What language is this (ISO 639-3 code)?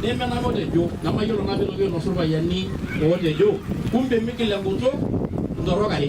mas